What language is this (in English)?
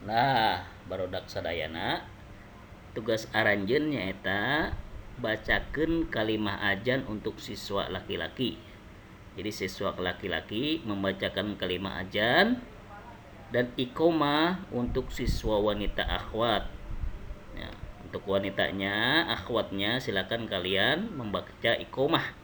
Sundanese